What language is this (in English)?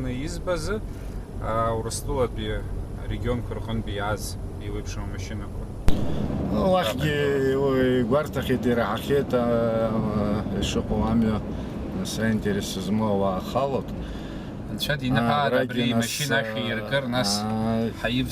Abkhazian